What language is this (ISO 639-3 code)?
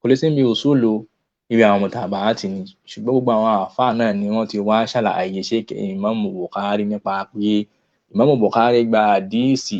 yor